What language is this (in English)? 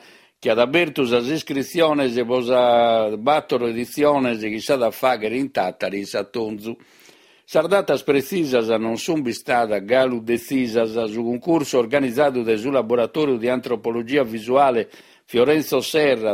Sardinian